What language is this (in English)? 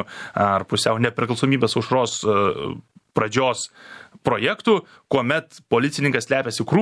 Lithuanian